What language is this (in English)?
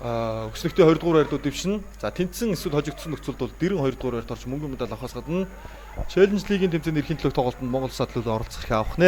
Mongolian